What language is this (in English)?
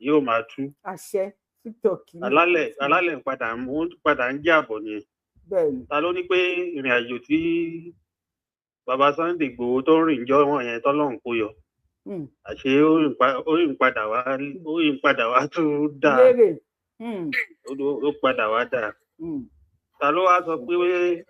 Yoruba